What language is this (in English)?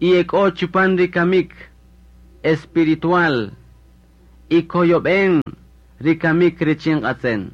Kaqchikel